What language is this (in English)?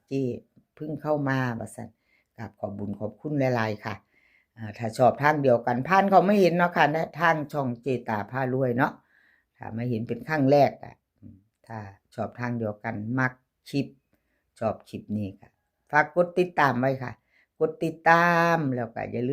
Northeastern Thai